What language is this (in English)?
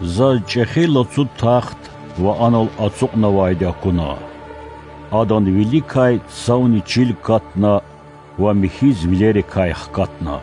Lezghian